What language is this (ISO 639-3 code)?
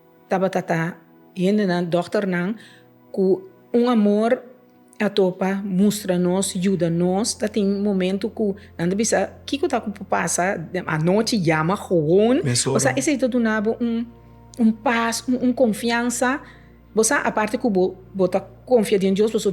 pap